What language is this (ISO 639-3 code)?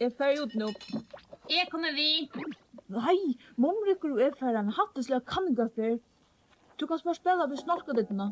fao